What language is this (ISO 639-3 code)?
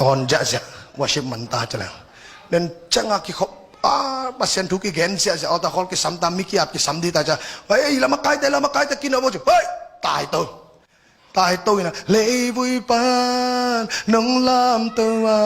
ctd